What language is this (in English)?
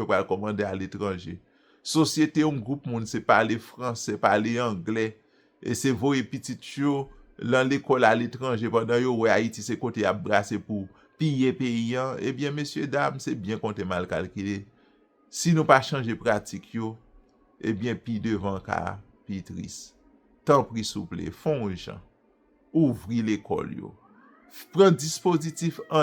Haitian Creole